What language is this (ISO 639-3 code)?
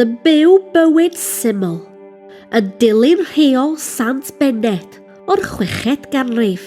cym